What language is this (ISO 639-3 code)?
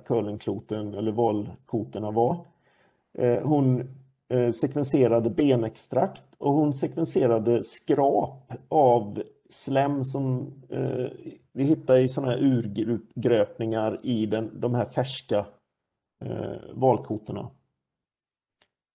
swe